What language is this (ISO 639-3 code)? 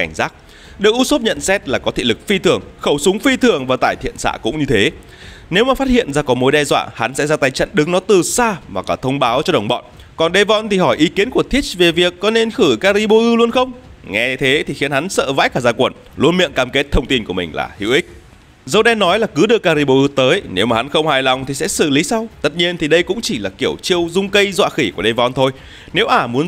vie